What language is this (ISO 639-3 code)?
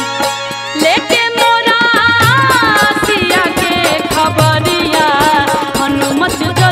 bho